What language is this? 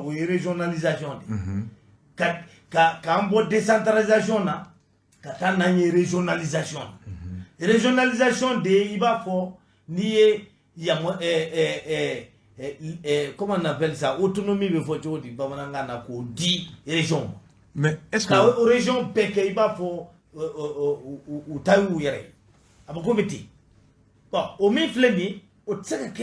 Bambara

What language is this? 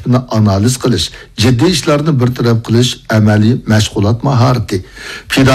Uyghur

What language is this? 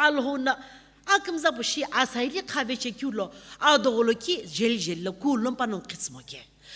Sumi Naga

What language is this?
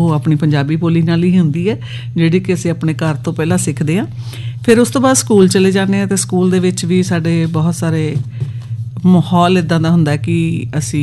Punjabi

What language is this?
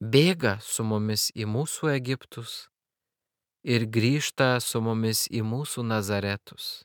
Lithuanian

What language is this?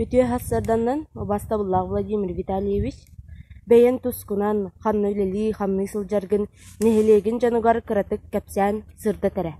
Yakut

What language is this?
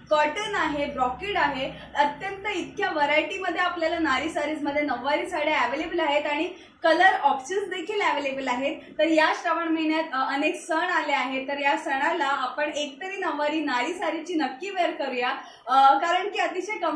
Marathi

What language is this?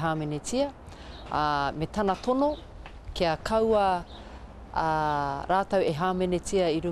Māori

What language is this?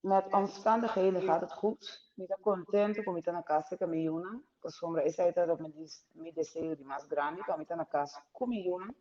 Papiamento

